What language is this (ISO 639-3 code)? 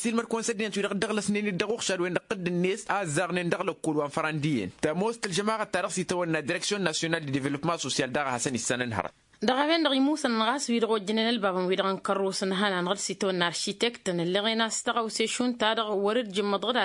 taq